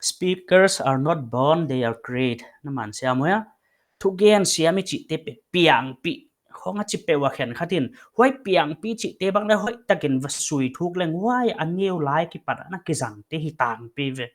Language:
Paite Chin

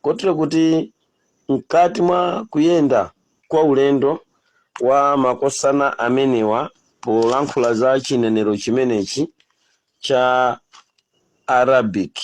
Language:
Nyanja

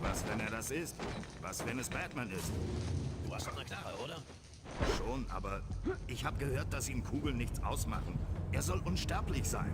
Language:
Bavarian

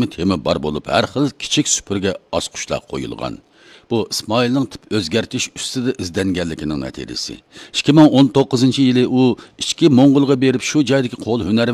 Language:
Uyghur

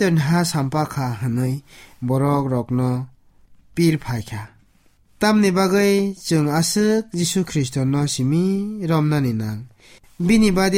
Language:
Kok Borok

